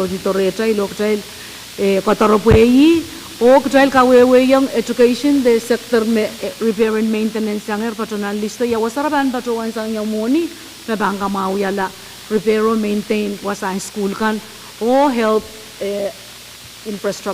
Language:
Pohnpeian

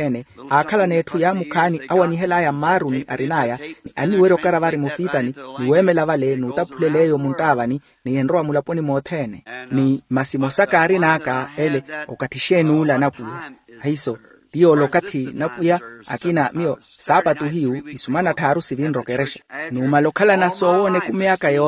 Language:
Makhuwa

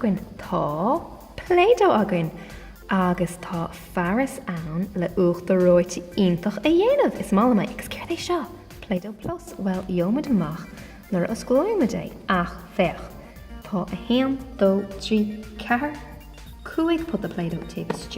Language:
Irish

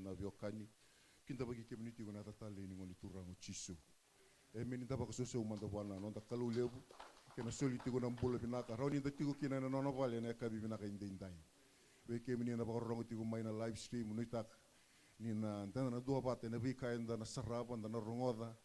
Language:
Fijian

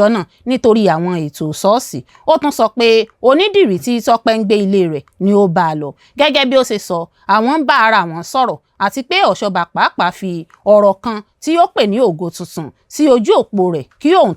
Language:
Yoruba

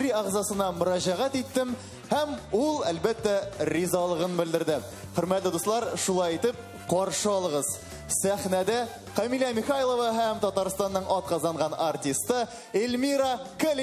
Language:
Tatar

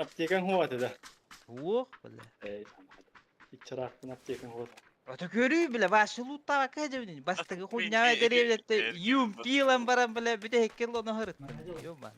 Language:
Yakut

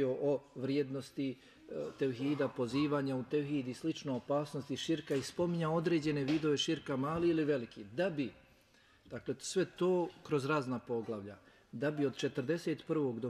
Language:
Bosnian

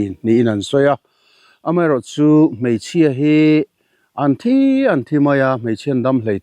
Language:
Mizo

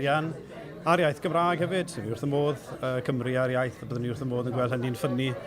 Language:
Welsh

